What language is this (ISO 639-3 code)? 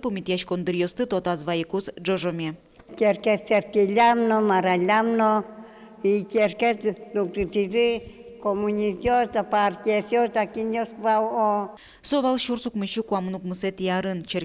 udm